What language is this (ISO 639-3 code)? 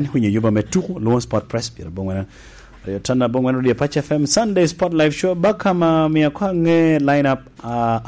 laj